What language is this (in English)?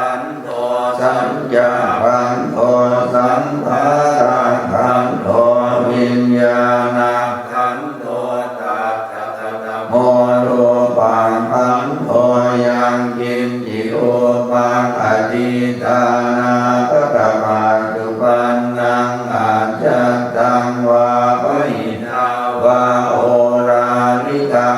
Pali